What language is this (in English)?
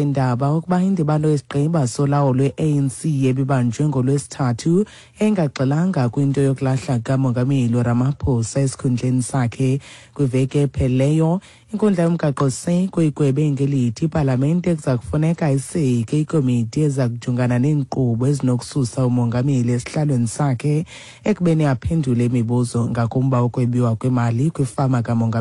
Xhosa